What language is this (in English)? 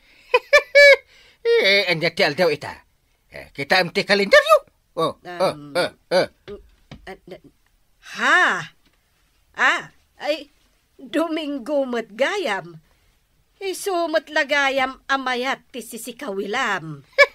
Iloko